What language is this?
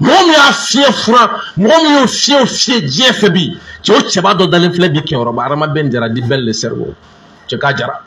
Bambara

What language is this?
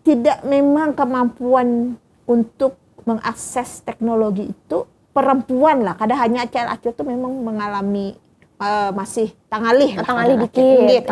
Banjar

